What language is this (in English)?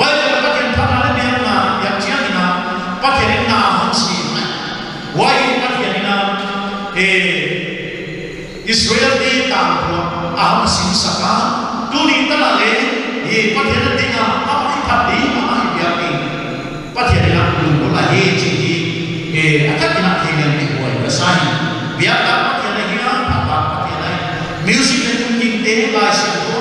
Paite Chin